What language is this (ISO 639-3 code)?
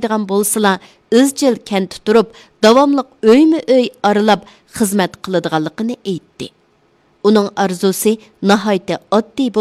uig